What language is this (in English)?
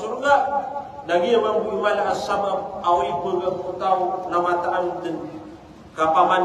Maranao